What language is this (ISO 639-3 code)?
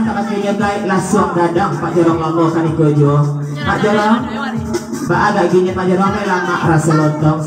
min